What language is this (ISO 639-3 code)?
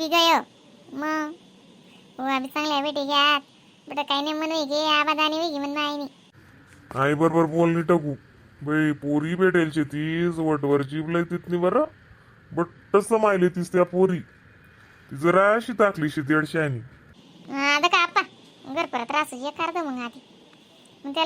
khn